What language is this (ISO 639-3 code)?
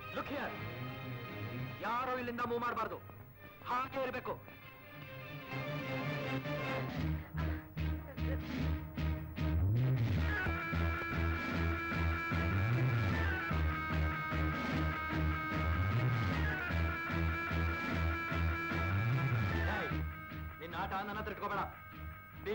kan